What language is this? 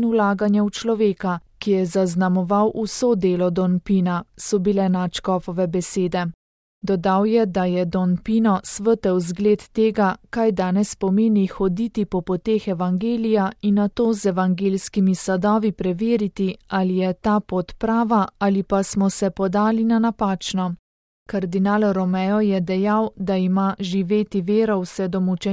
Slovenian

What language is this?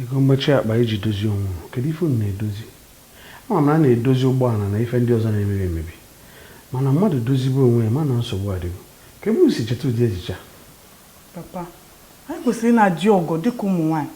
Igbo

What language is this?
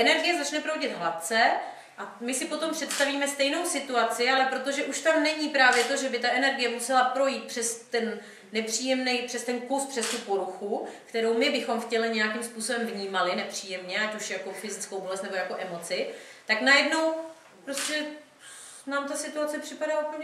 Czech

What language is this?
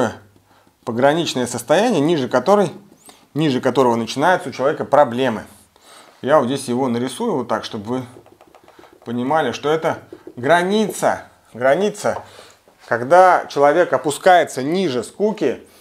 Russian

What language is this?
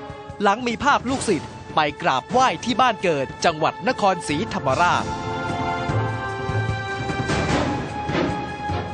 Thai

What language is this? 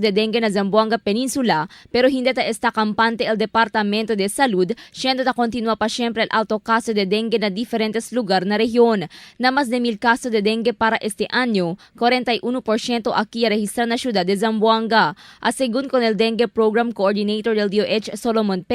Chavacano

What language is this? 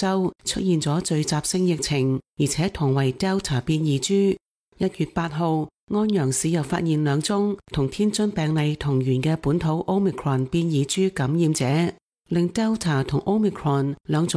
Cantonese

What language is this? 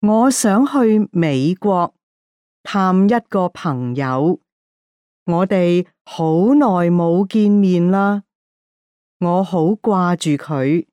Cantonese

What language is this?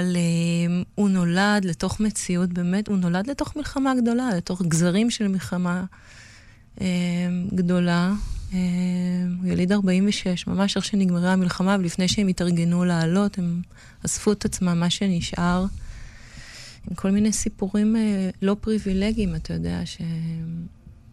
Hebrew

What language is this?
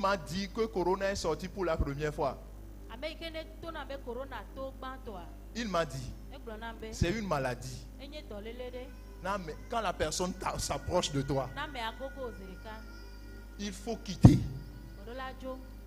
Ewe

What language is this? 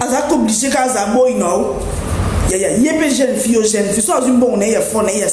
Lingala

